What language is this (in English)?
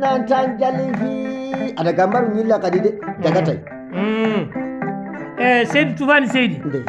Maasina Fulfulde